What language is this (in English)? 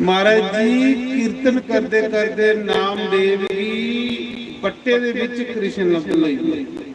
Dogri